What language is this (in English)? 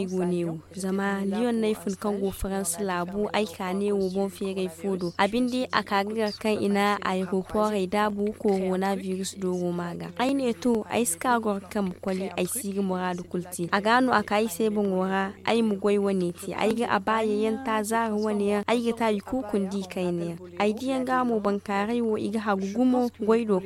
Zarma